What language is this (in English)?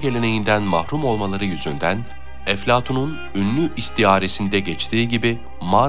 Turkish